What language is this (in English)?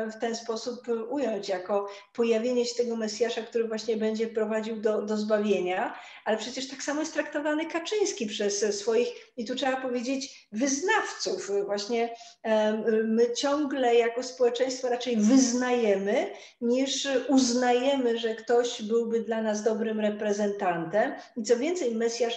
Polish